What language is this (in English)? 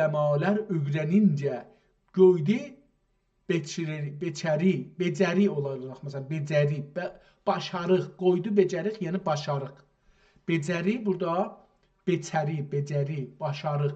South Azerbaijani